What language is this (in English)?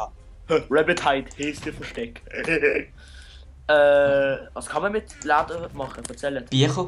Swiss German